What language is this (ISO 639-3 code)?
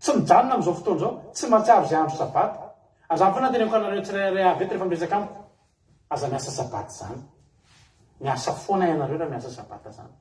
mlg